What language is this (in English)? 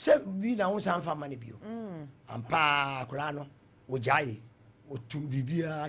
Akan